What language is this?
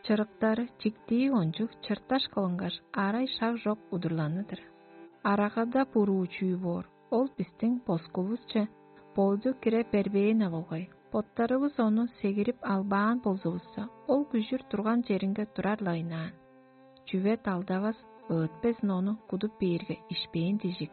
Tuvinian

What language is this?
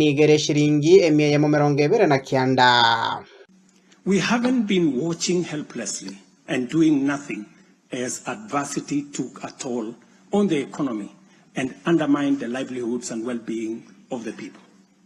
Gusii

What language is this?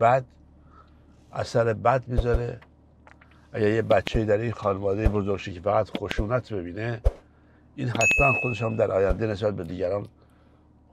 Persian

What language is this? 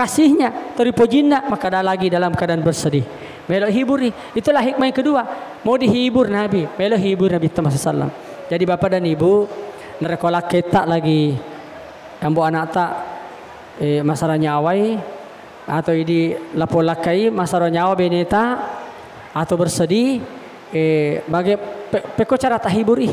Buginese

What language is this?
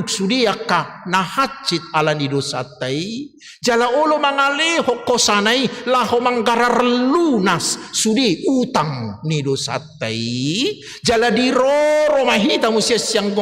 Batak Toba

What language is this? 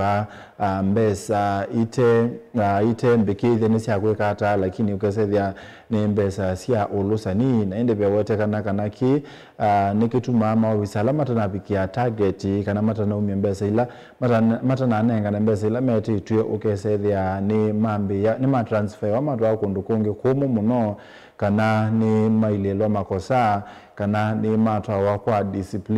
Kamba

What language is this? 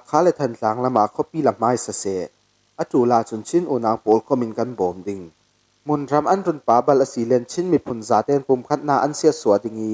Falam Chin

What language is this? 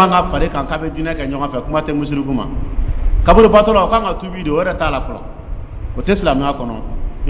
Dyula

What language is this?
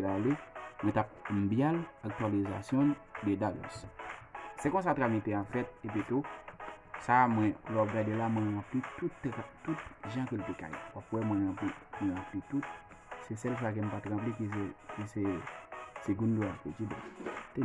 Haitian Creole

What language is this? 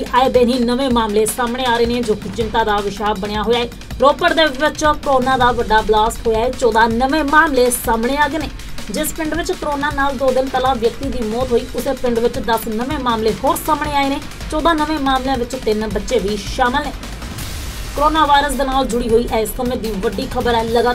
Punjabi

